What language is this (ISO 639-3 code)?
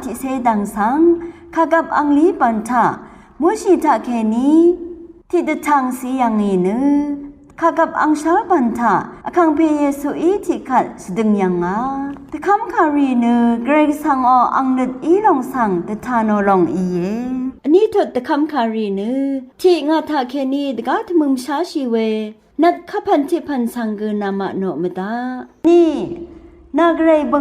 raw